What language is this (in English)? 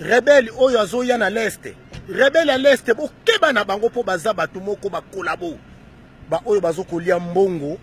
Lingala